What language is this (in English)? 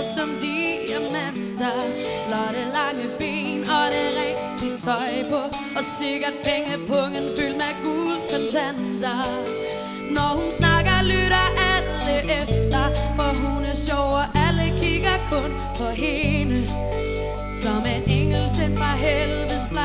Danish